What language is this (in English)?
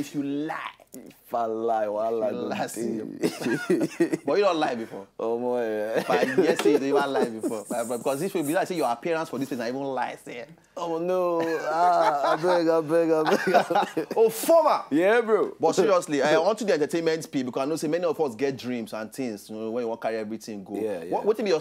Nigerian Pidgin